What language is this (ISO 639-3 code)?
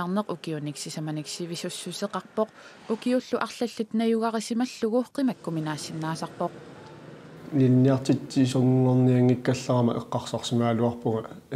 kal